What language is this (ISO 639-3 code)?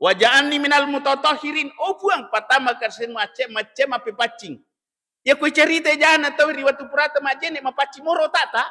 bug